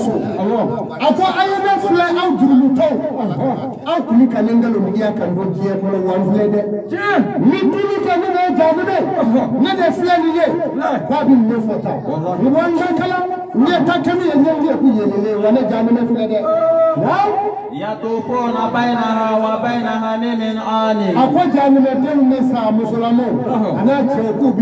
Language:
Bambara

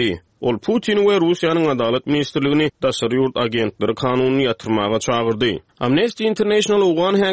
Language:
Turkmen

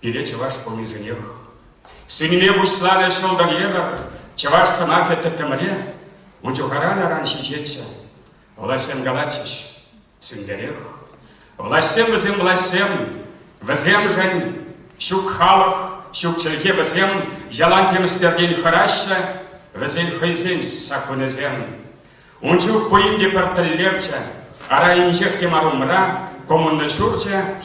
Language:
Chuvash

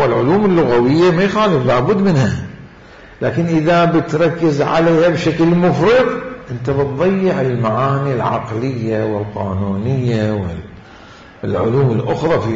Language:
Mesopotamian Arabic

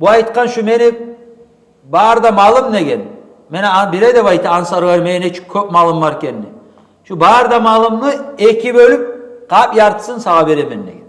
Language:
Kumyk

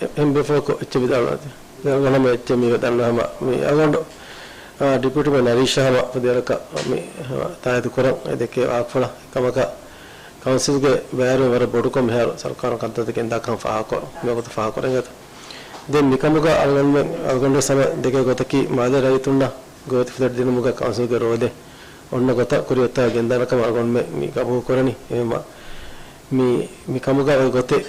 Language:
Divehi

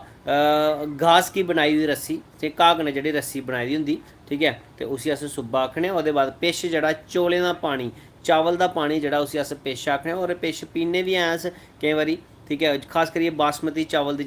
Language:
Dogri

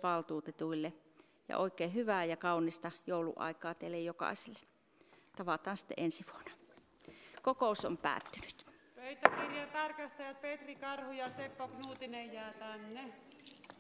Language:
Finnish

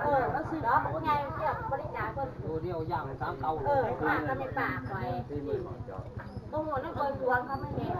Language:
Northeastern Thai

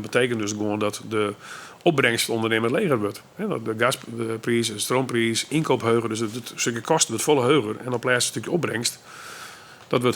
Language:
Western Frisian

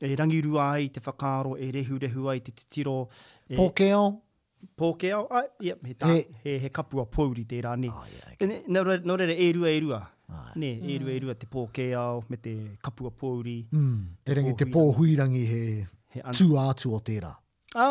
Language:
Māori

